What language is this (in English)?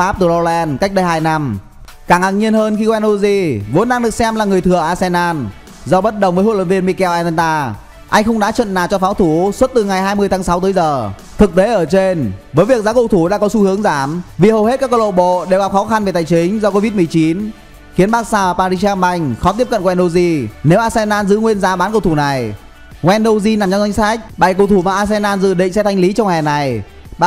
Vietnamese